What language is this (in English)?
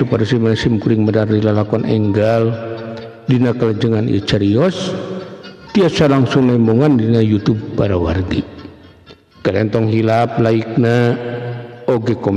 Sundanese